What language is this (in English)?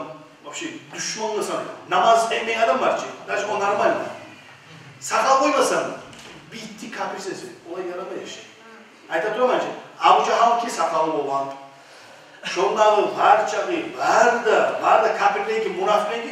Kumyk